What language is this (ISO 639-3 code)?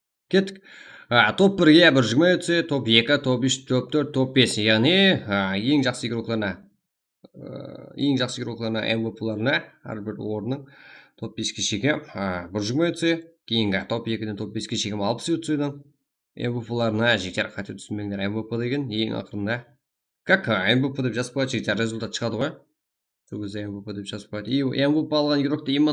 kaa